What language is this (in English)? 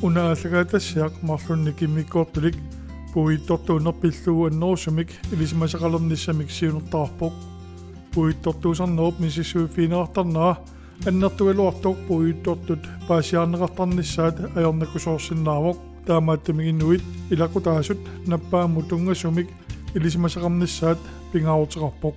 Kalaallisut